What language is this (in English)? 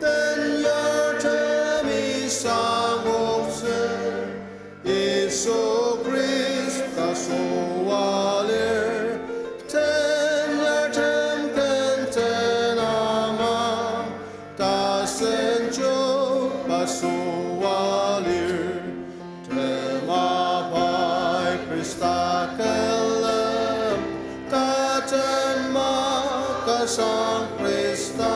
Ao Naga